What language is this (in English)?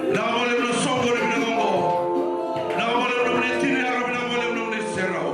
Fijian